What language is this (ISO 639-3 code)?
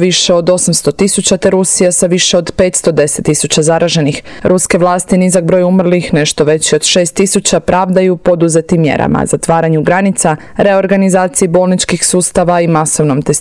hrv